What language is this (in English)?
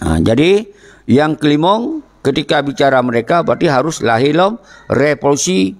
Achinese